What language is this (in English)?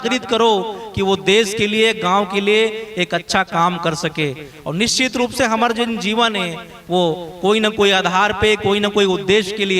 Chhattisgarhi